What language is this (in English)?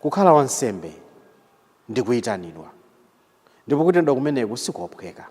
Nyanja